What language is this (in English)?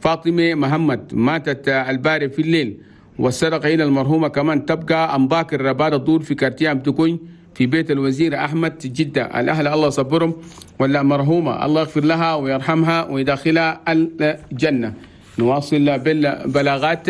Chadian Arabic